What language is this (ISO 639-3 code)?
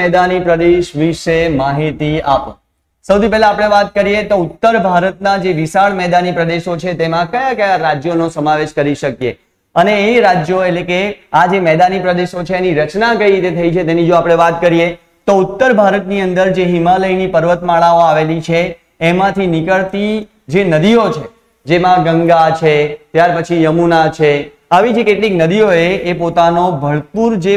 guj